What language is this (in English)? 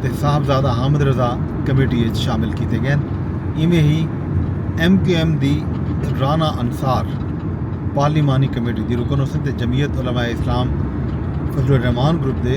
Saraiki